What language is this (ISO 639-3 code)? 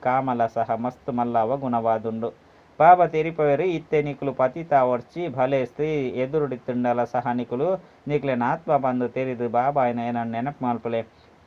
tcy